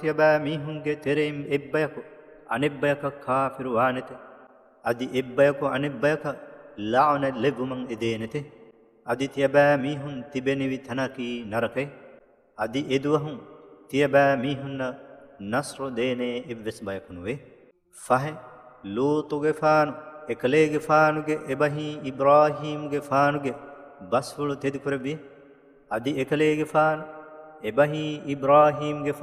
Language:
Divehi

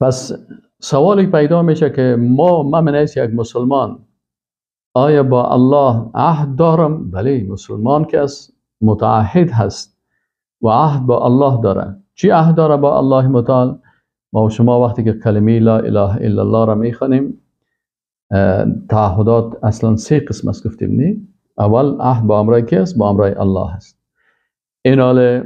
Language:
Persian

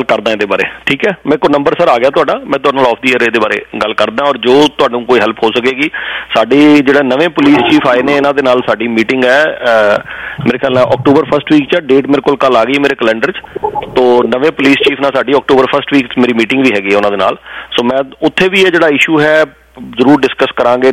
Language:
Punjabi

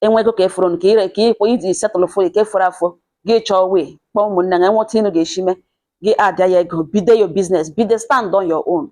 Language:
Igbo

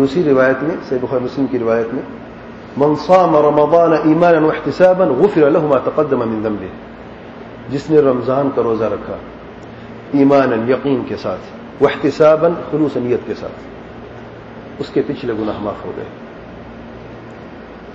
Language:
Urdu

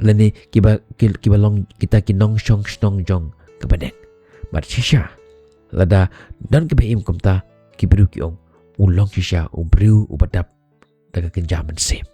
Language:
Khasi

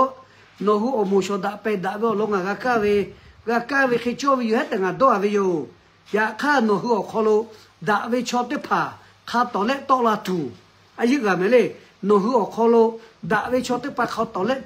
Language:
Lahu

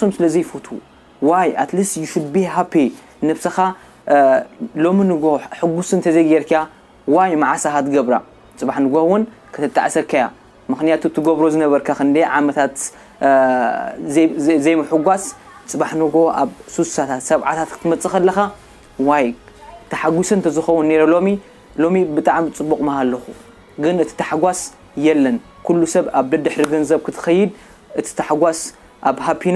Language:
Tigrinya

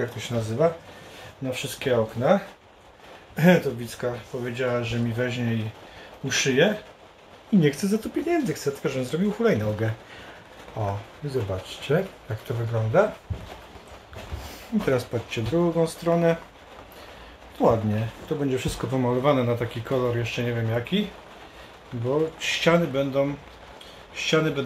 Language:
Polish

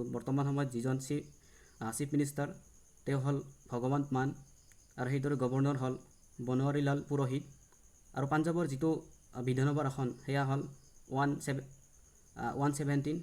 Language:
Assamese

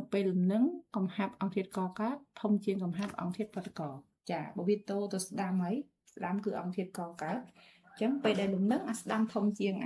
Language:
Khmer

